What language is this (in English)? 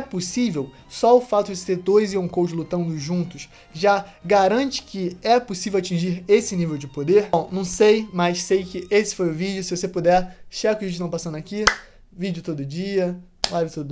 Portuguese